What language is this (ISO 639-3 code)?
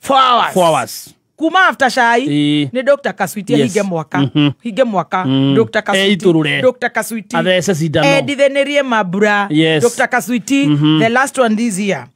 kik